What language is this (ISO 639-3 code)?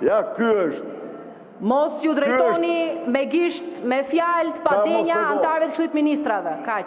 sqi